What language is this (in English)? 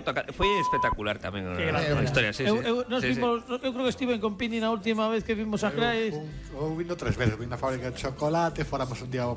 Galician